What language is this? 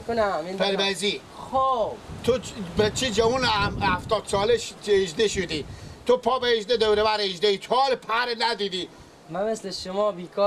Persian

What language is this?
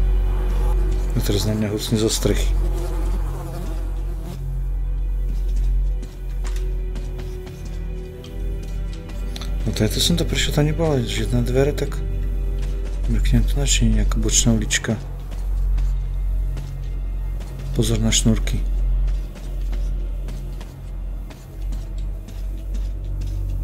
Slovak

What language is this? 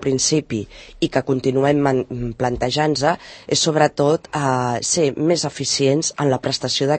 Catalan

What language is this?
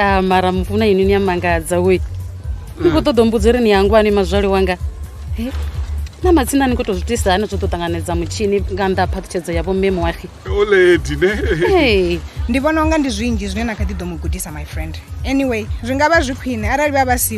Venda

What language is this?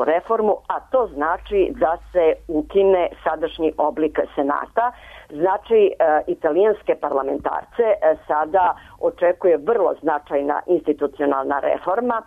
Serbian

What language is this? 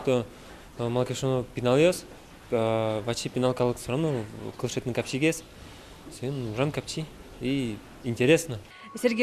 Udmurt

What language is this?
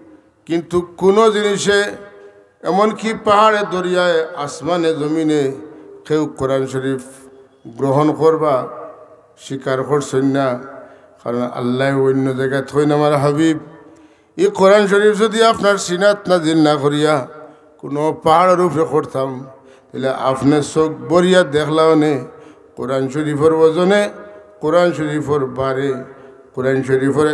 Sylheti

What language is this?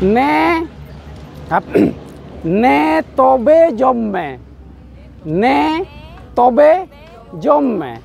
Santali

